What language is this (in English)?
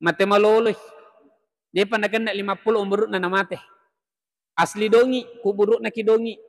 Buginese